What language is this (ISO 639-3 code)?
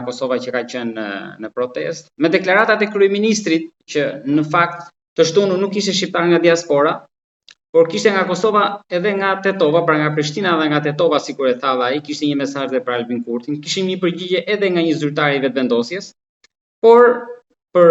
sqi